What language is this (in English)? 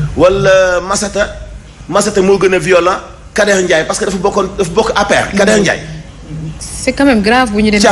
Wolof